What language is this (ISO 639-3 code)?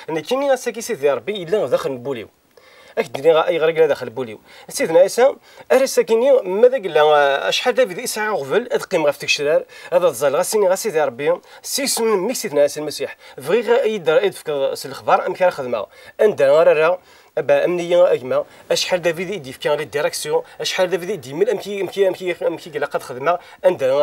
kab